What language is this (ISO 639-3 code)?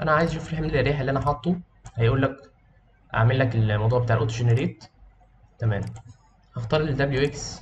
arz